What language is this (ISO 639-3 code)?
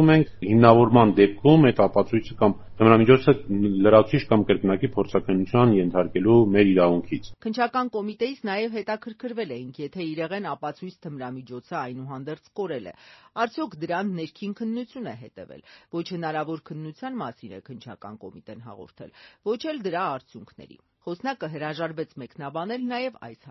hye